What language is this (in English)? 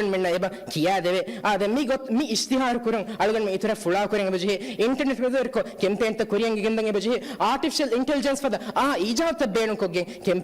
Divehi